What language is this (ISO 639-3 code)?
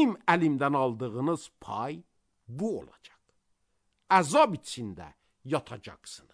aze